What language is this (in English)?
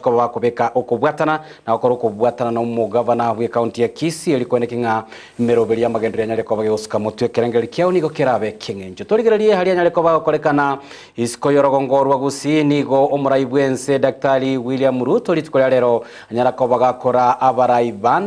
Gusii